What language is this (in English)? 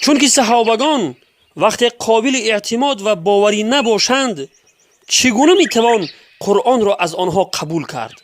Tajik